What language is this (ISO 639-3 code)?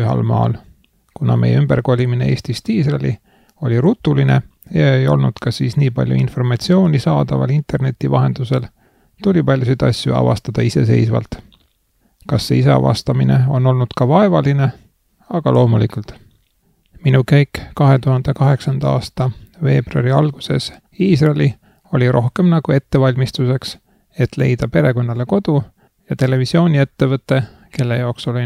est